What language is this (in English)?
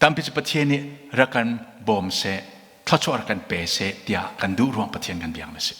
Hakha Chin